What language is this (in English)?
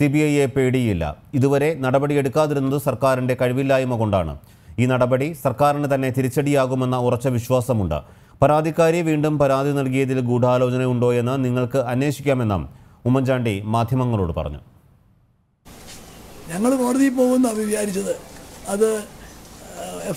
Malayalam